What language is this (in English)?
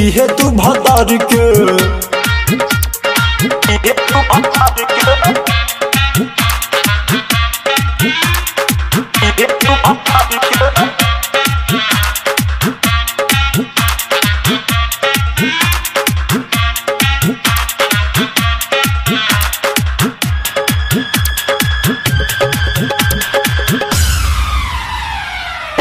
Bhojpuri